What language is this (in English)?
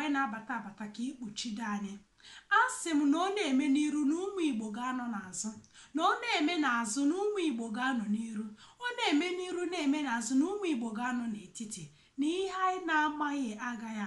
Igbo